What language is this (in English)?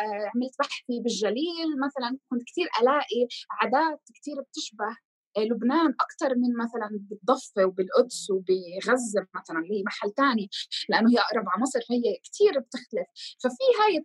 North Levantine Arabic